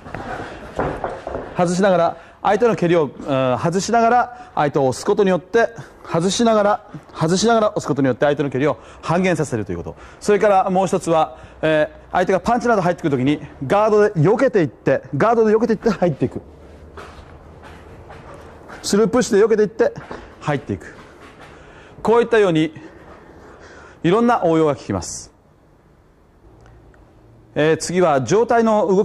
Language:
Japanese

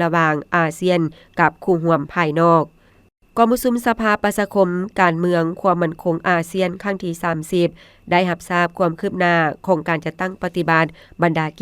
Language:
Lao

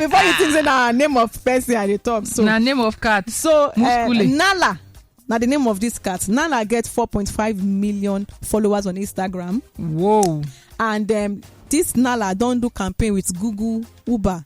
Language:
Nigerian Pidgin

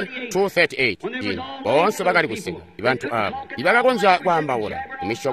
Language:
Tonga (Zambia)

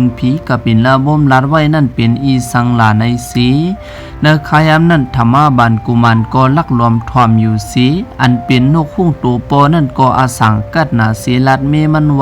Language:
Shan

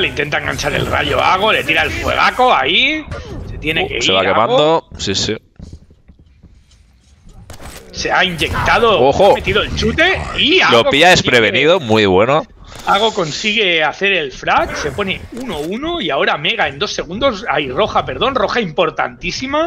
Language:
Spanish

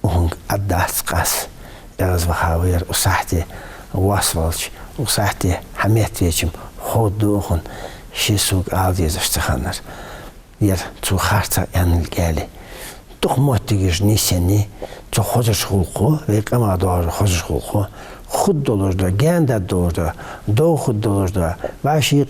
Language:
Ingush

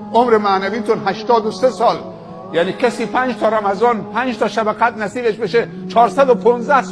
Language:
Persian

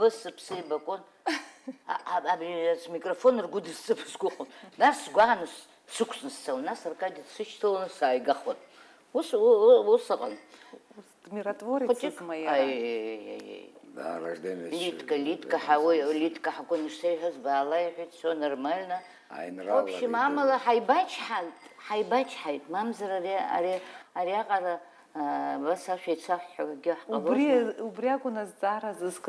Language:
Abkhazian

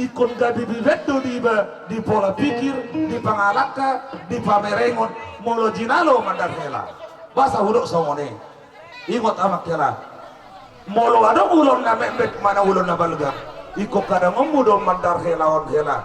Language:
Batak Toba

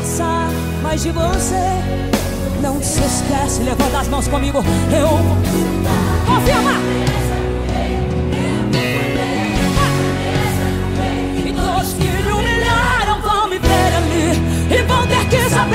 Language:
Portuguese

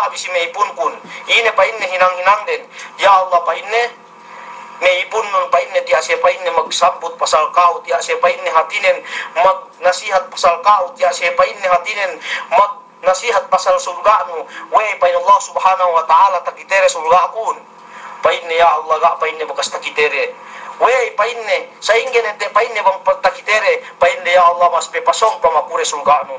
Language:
Yakan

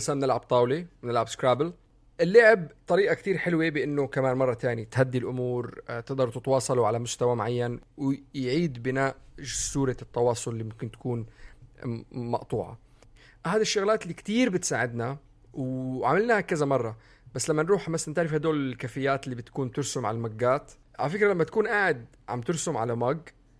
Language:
North Levantine Arabic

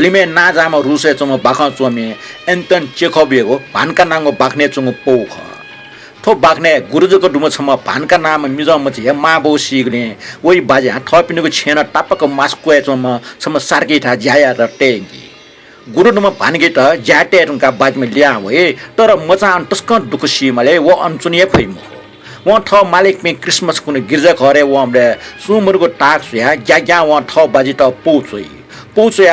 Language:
Newari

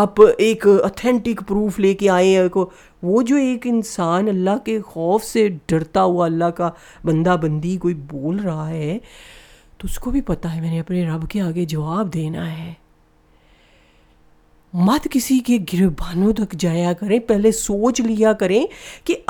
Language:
Urdu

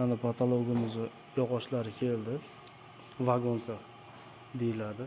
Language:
Uzbek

